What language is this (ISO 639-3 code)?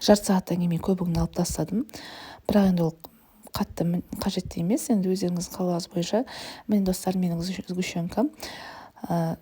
kaz